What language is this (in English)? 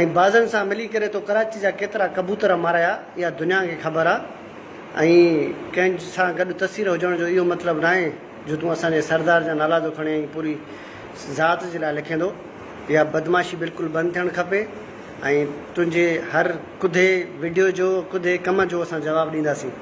Sindhi